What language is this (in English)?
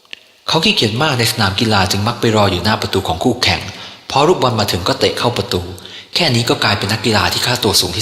Lao